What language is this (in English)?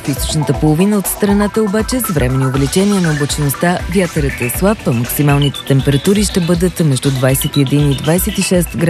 Bulgarian